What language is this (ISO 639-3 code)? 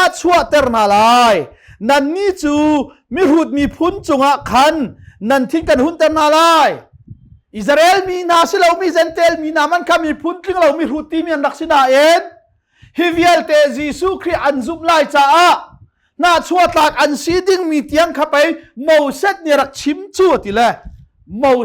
cnh